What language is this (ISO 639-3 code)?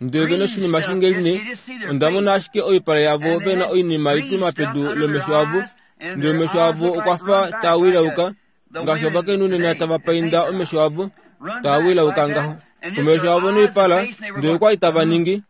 kua